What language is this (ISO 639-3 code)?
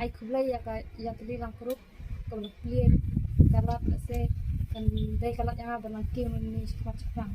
kha